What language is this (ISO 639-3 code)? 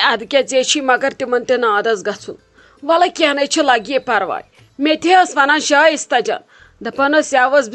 kas